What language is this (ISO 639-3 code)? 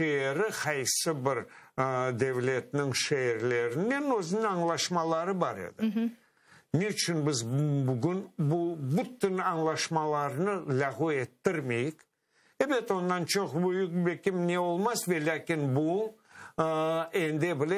crh